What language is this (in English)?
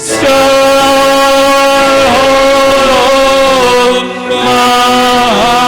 Batak Simalungun